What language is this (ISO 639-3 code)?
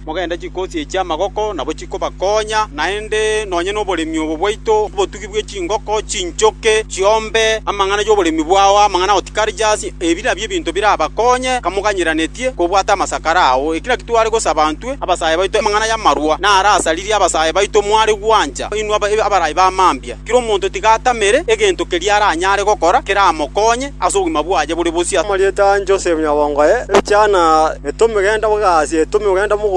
guz